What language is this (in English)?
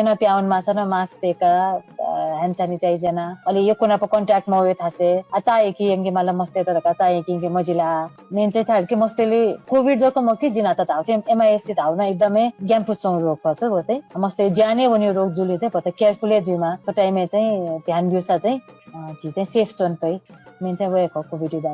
Newari